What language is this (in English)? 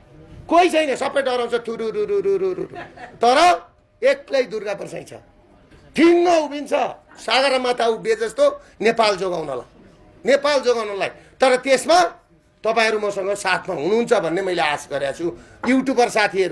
Nepali